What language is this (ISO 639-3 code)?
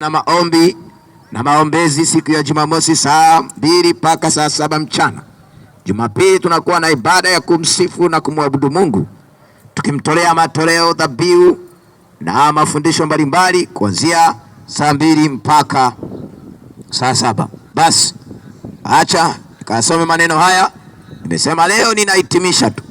swa